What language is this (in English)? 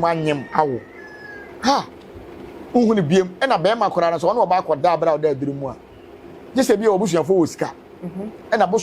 Akan